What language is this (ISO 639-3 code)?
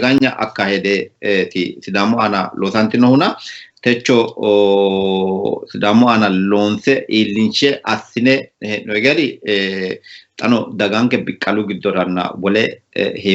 sid